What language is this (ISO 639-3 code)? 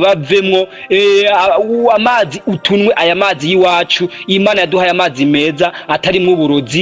run